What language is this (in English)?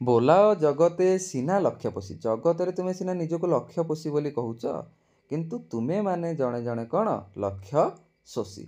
Odia